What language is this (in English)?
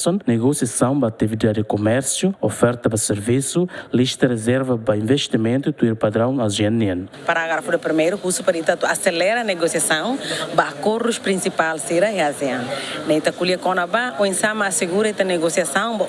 Tetum